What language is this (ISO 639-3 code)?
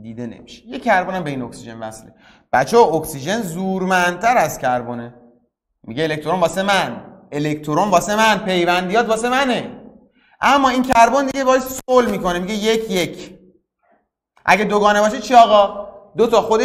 fas